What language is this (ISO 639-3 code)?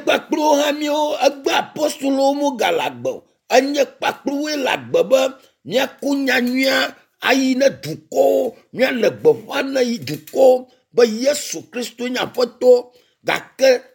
ewe